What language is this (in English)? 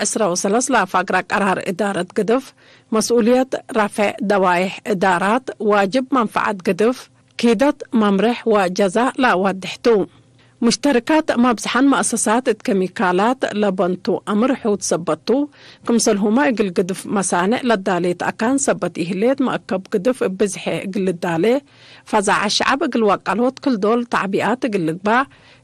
Tigre